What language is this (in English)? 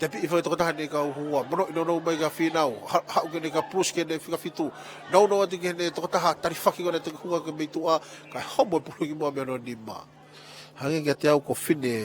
Tongan